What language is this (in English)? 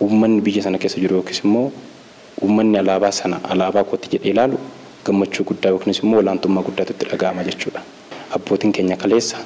Oromo